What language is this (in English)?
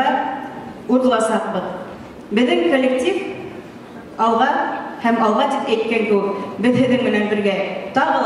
Bashkir